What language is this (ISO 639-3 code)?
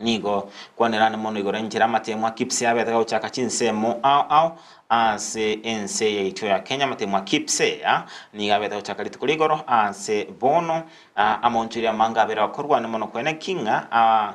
guz